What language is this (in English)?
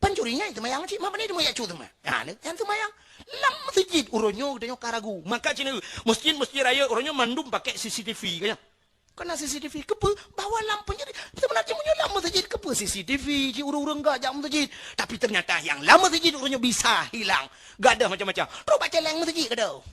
Achinese